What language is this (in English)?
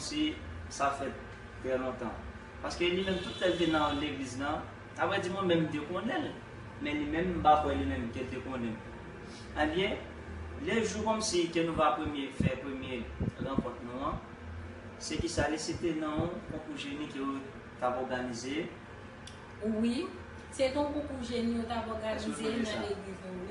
Haitian Creole